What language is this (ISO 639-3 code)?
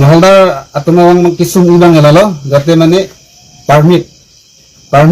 mjw